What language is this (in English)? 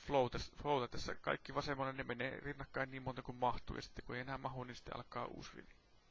Finnish